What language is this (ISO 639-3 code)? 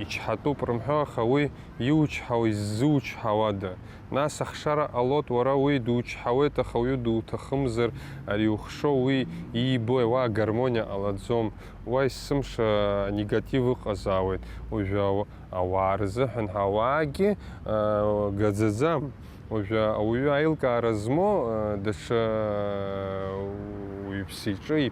abk